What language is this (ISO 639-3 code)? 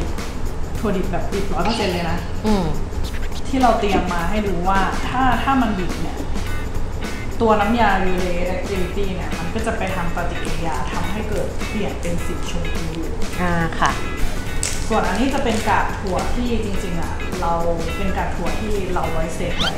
tha